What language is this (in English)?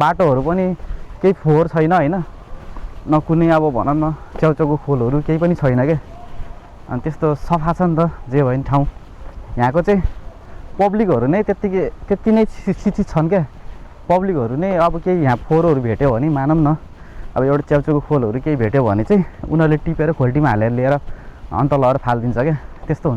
Nepali